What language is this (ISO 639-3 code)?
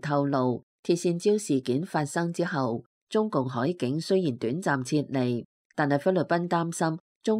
yue